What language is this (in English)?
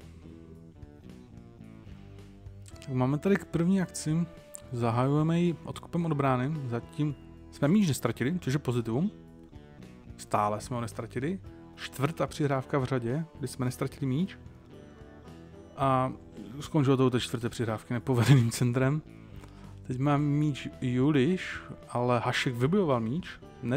Czech